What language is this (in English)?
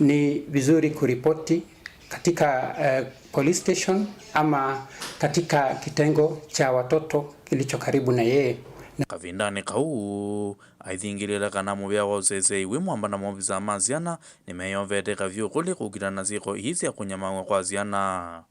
Kamba